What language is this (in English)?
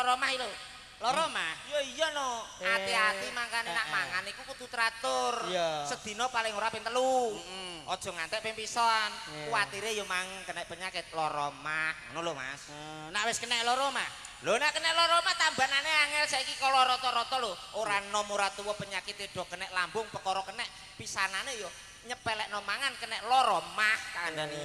Javanese